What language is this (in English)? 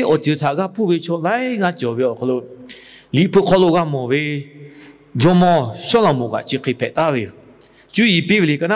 Lahu